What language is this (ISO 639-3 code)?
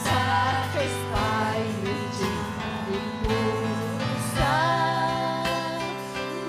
quy